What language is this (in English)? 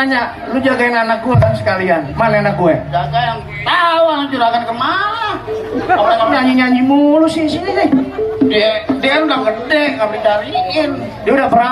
Betawi